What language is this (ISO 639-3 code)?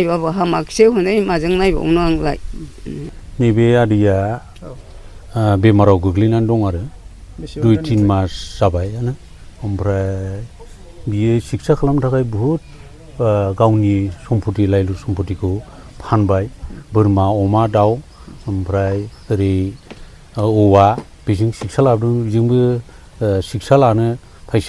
brx